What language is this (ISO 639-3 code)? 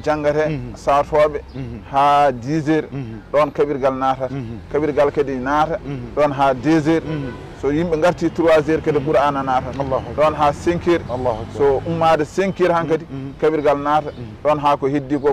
ful